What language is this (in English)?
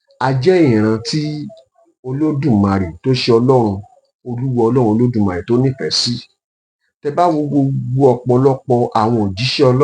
Yoruba